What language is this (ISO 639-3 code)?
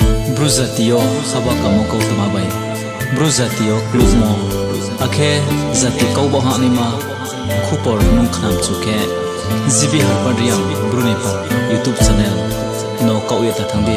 ria